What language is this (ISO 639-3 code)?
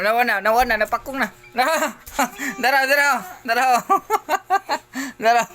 ceb